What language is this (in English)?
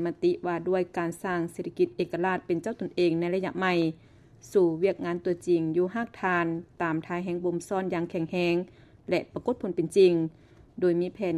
Lao